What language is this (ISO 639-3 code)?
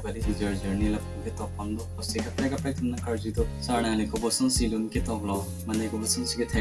mjw